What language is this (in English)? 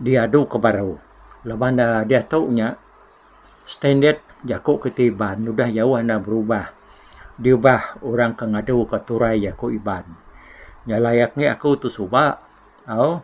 Iban